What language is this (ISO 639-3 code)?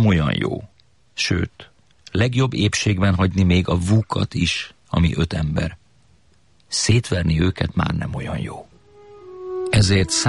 hun